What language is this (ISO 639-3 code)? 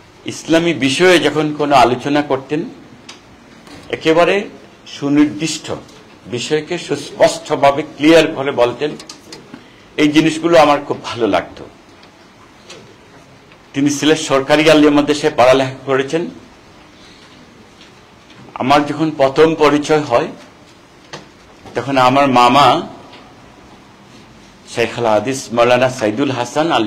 ben